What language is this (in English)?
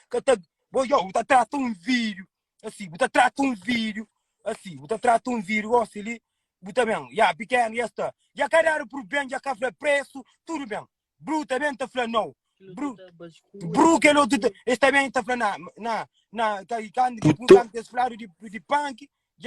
Kabuverdianu